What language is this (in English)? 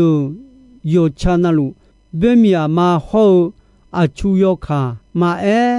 Akha